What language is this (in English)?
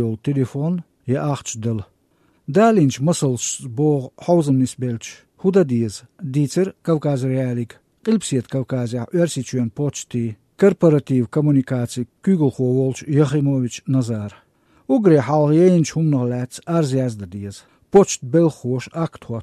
Chechen